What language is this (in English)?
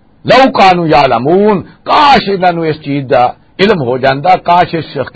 Western Panjabi